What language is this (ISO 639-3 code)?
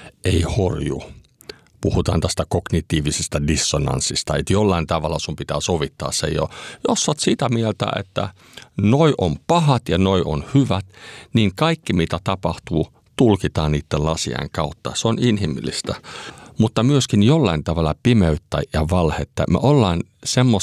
fin